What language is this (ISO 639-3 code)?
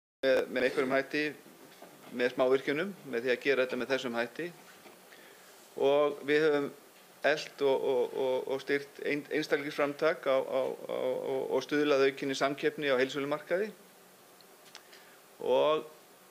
isl